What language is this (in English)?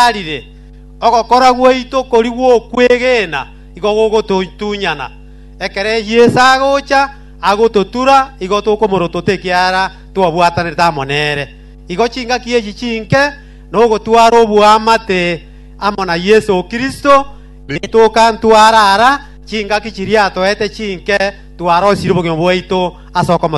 Gusii